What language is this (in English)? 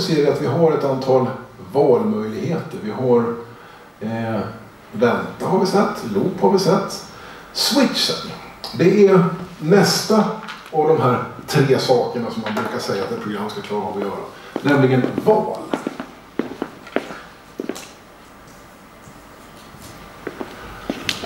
Swedish